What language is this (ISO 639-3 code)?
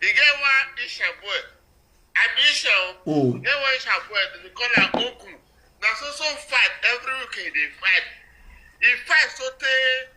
pcm